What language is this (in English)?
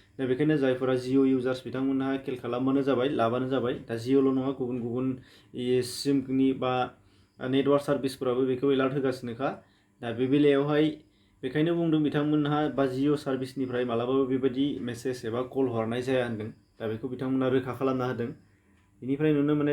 Bodo